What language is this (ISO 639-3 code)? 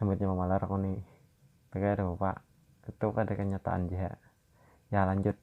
bjn